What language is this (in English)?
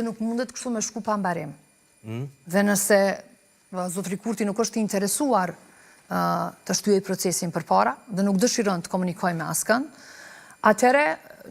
Albanian